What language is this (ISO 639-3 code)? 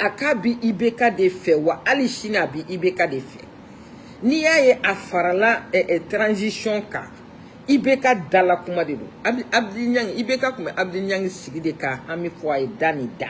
bam